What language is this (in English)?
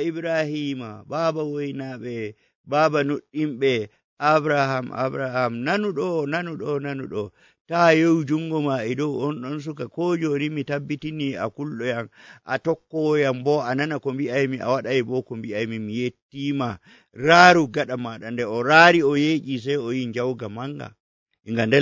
Nigerian Fulfulde